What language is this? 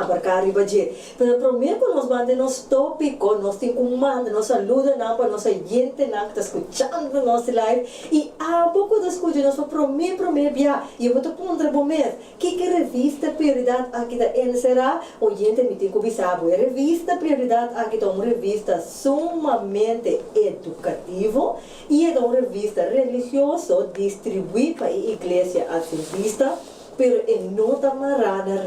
Papiamento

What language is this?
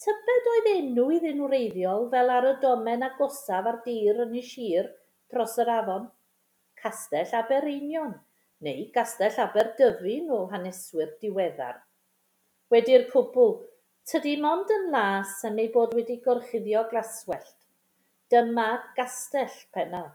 Welsh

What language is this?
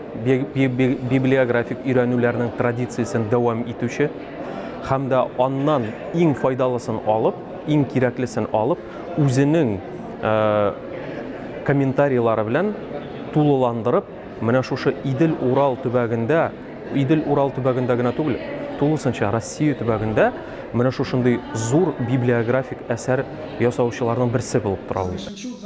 Tatar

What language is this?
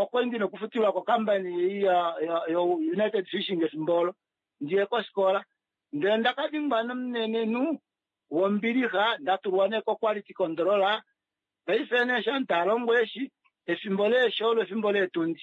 Kuanyama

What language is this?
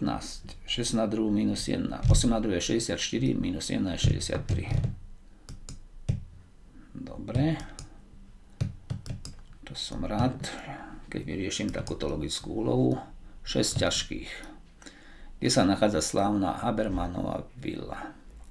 Slovak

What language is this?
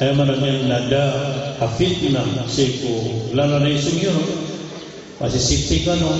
Maranao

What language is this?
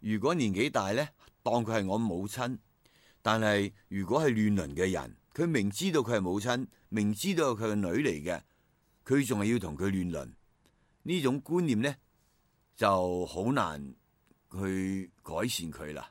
Cantonese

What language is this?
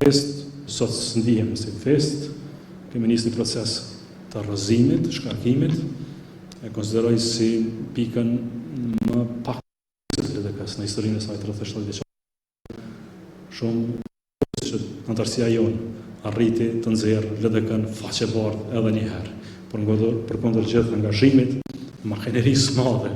Albanian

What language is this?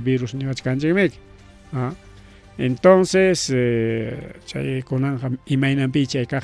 Ayacucho Quechua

